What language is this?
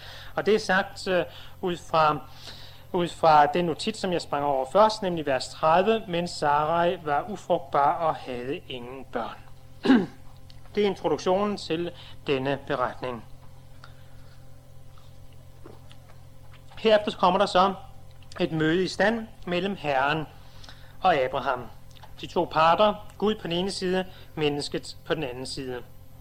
Danish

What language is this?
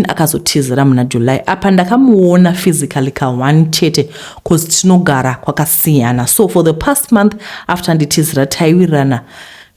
Shona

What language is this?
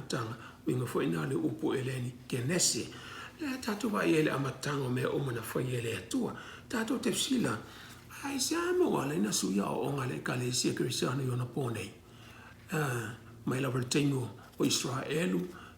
Samoan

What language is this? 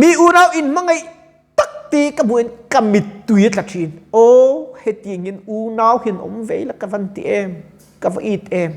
Mizo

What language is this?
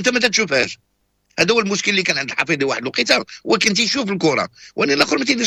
Moroccan Arabic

